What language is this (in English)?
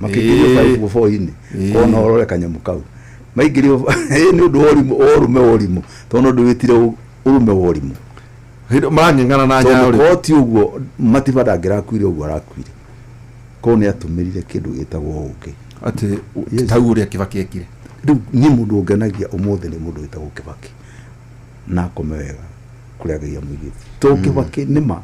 Kikuyu